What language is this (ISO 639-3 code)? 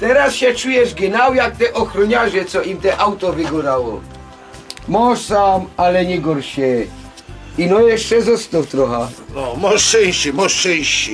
szl